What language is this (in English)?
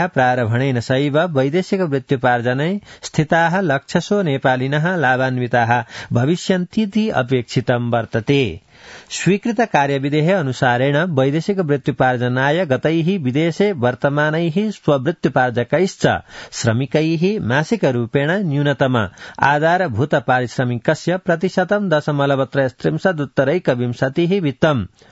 Sanskrit